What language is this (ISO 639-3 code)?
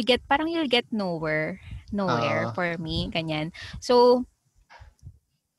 fil